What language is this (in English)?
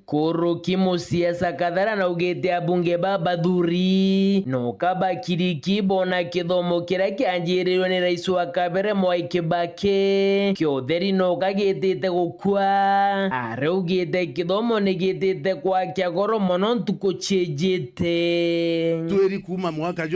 Meru